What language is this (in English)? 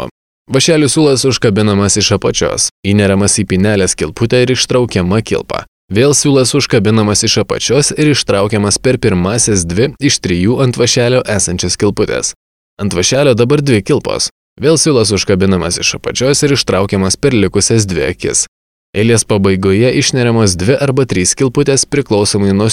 Lithuanian